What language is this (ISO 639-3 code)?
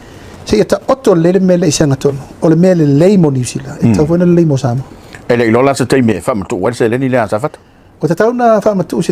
smo